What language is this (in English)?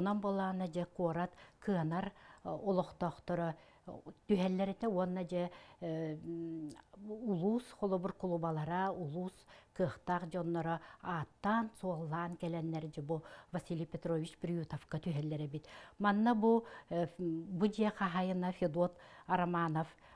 Yakut